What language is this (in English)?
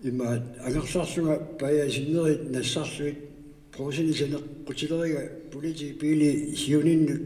Kalaallisut